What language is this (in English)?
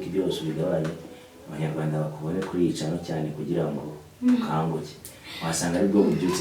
Kinyarwanda